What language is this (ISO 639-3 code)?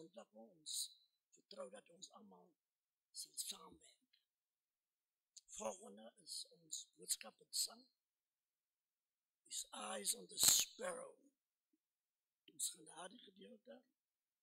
afr